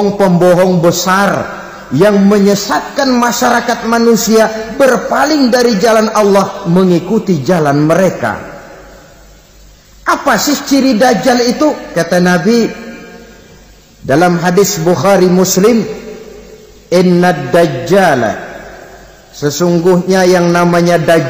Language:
Indonesian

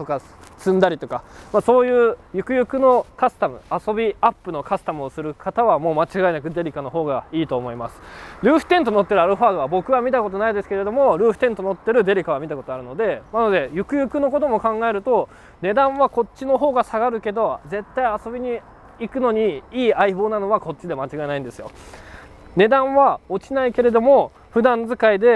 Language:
Japanese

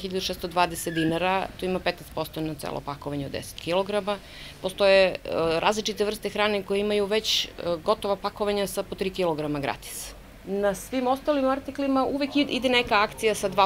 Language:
Serbian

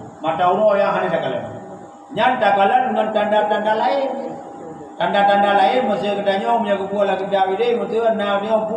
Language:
Achinese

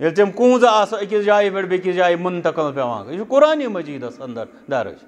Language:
Kashmiri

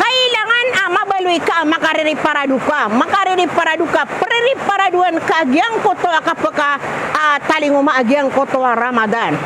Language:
Maranao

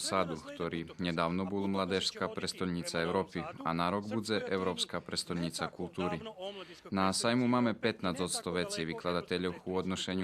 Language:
Rusyn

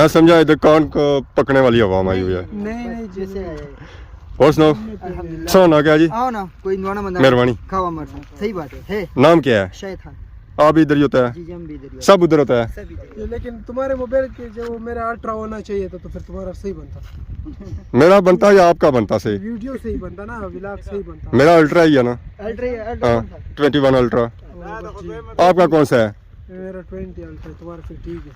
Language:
Pahari-Potwari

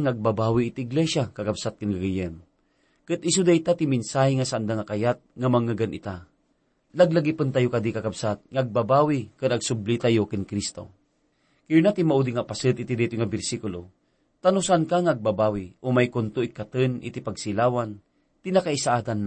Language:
Iloko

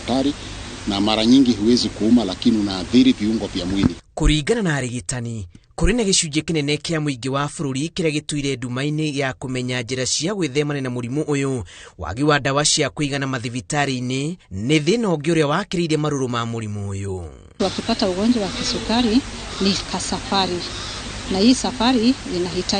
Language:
Kikuyu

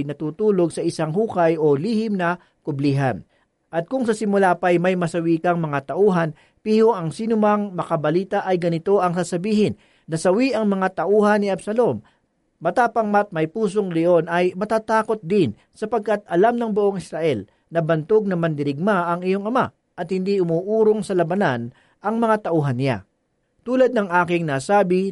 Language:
Filipino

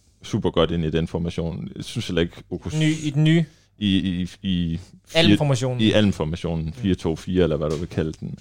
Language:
Danish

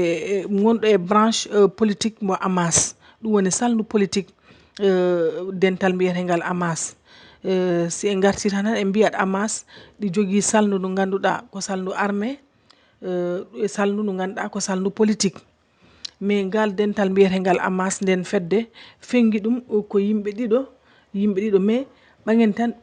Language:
Fula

